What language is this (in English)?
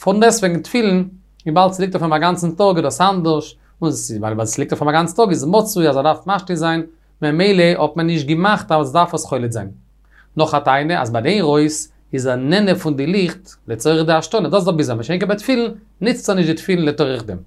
Yiddish